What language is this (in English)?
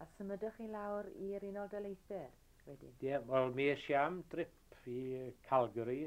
Welsh